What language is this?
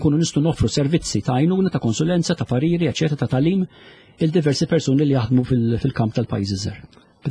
Maltese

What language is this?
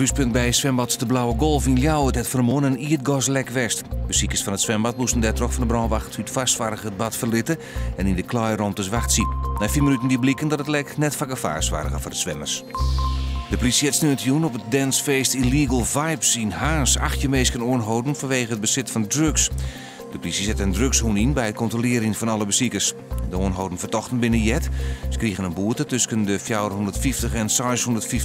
Western Frisian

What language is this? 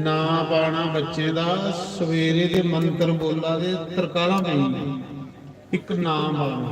Dogri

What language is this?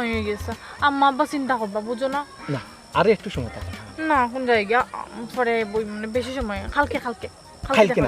Sylheti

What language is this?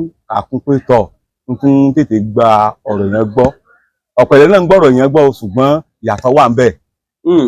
Yoruba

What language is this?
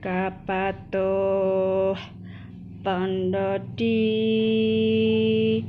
Javanese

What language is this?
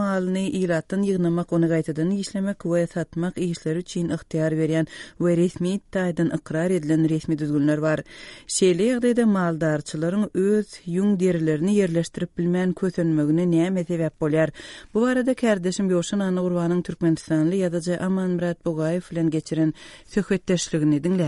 Turkmen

